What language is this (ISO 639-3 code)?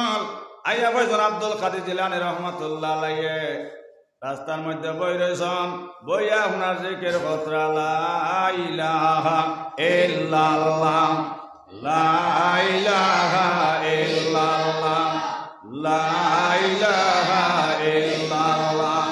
syl